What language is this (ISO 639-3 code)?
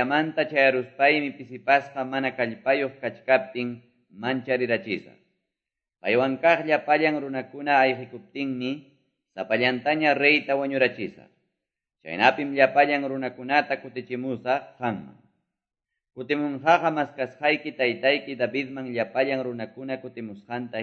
que